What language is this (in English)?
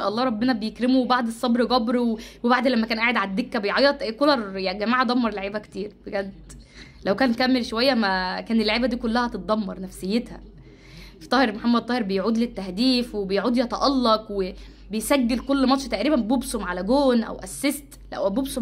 Egyptian Arabic